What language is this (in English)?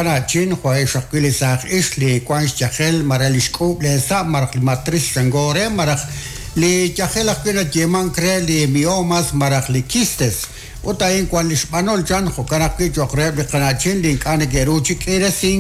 Kekchí